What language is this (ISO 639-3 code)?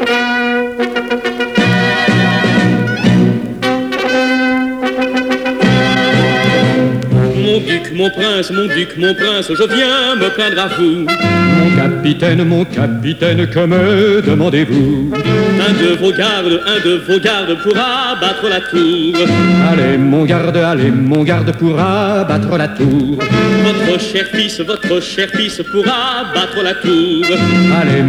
fra